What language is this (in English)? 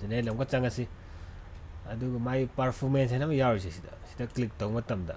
Manipuri